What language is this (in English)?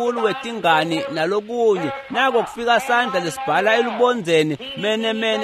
Swati